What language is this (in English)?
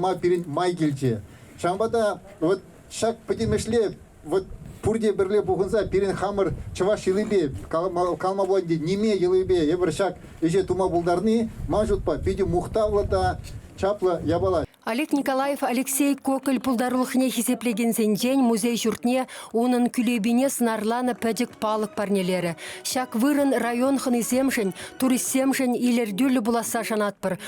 Chuvash